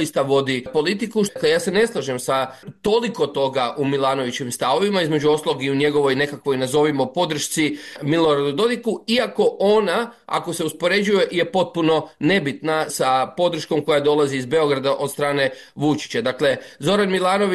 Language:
Croatian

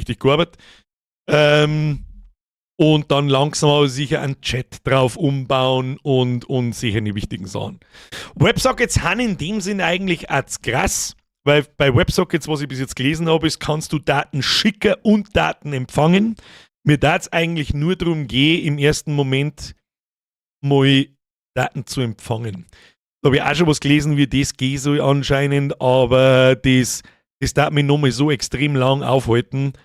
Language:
Bavarian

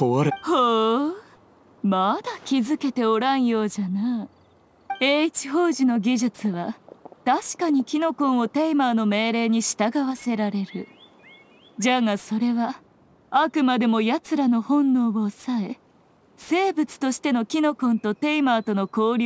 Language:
Japanese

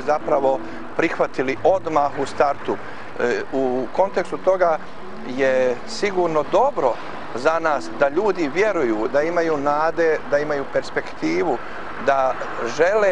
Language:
Bosnian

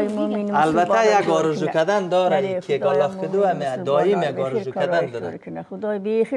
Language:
Persian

